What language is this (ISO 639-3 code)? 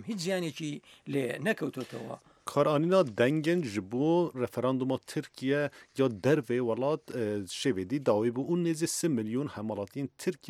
ckb